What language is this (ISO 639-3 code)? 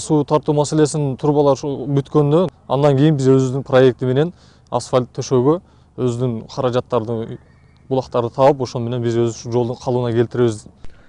kir